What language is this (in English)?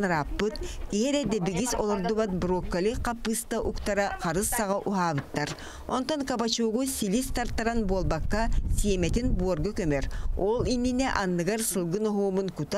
Yakut